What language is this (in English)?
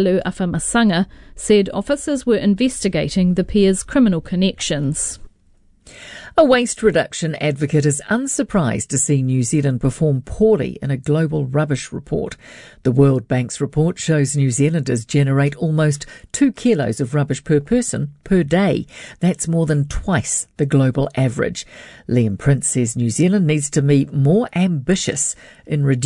English